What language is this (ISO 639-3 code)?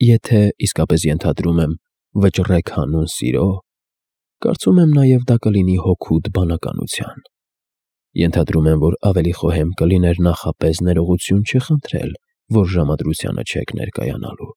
hye